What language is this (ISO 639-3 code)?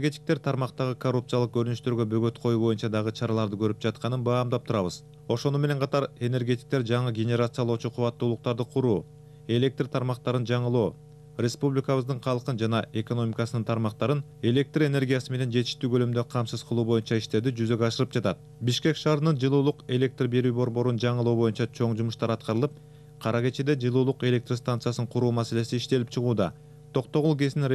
kir